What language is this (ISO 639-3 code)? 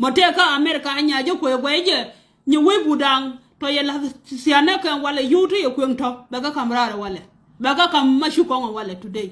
nus